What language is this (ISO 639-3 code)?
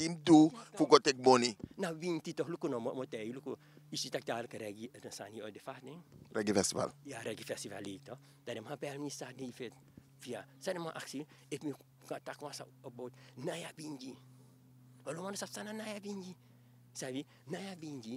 srn